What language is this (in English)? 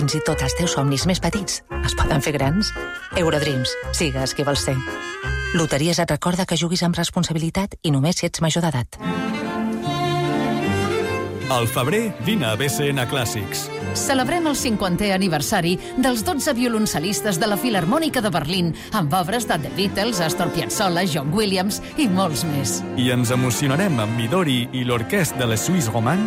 Catalan